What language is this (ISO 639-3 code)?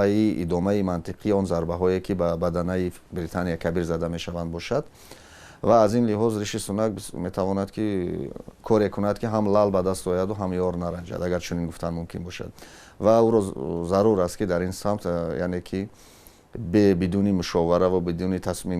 tgk